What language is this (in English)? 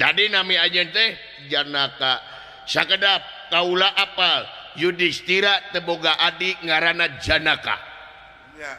Sundanese